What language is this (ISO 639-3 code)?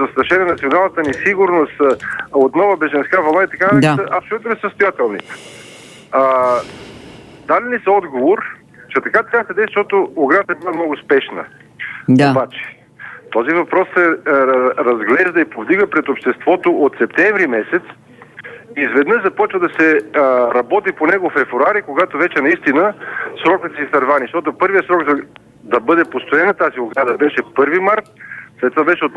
bul